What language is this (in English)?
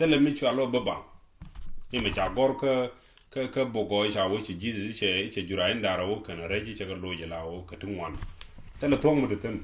Nuer